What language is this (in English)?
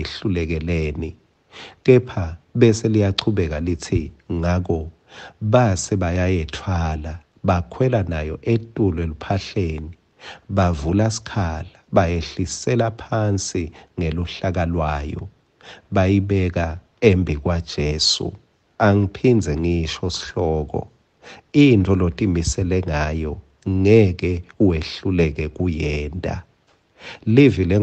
Swati